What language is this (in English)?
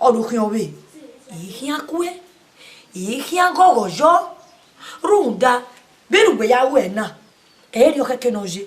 Bini